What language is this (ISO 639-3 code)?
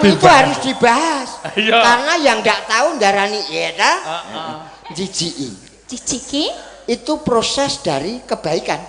jav